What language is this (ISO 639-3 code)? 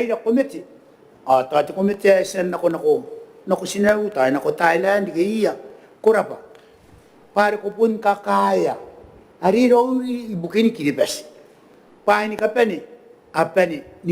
gil